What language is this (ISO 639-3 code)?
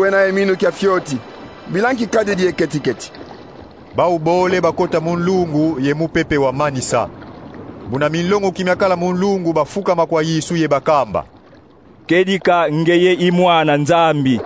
kon